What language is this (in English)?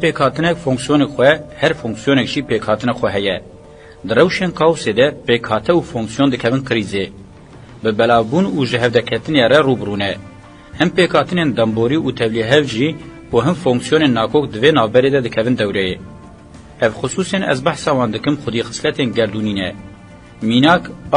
Kurdish